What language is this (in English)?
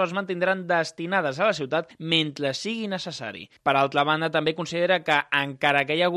Catalan